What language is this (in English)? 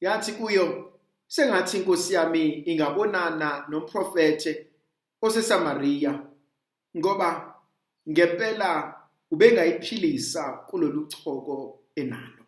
Zulu